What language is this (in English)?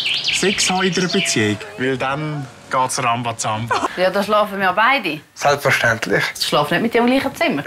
Swiss German